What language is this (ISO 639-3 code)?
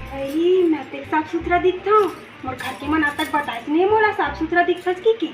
hne